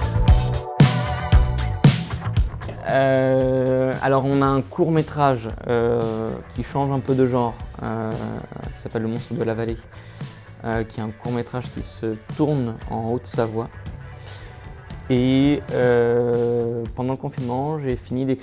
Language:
French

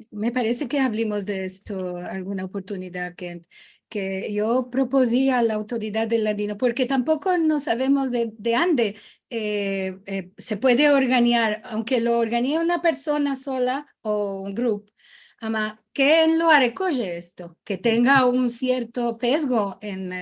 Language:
Ladino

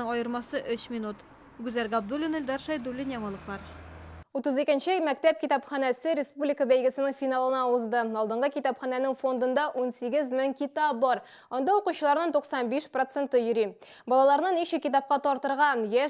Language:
Tatar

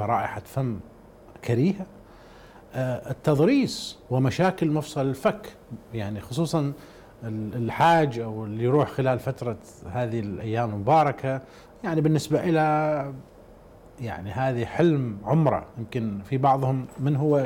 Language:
Arabic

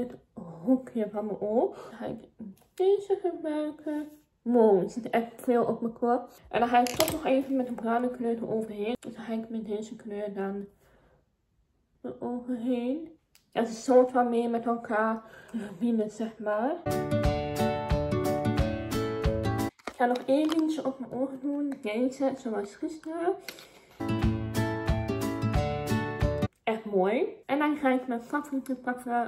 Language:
Dutch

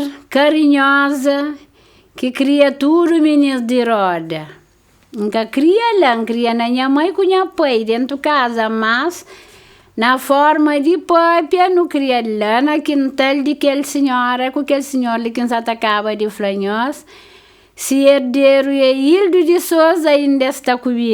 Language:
Kabuverdianu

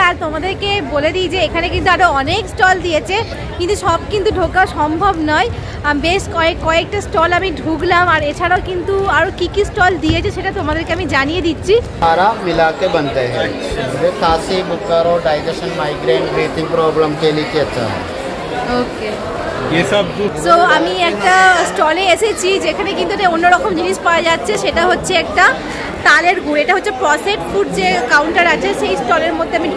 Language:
Bangla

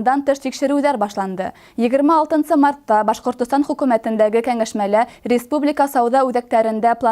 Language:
Bashkir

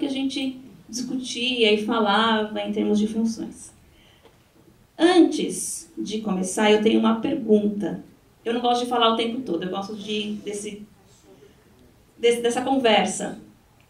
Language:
Portuguese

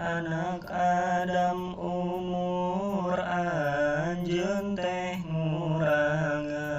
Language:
Sundanese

